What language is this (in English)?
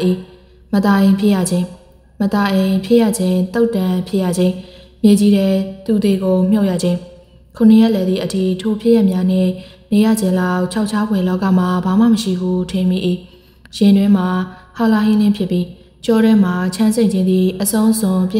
Burmese